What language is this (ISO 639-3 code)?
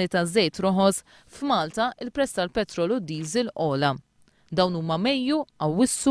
mlt